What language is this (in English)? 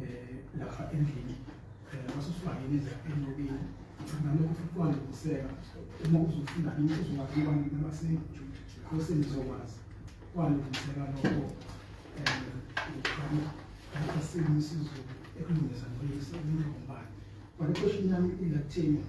Zulu